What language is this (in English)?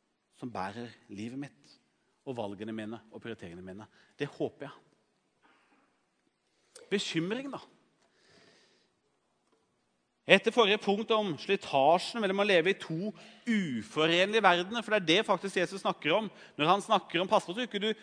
Norwegian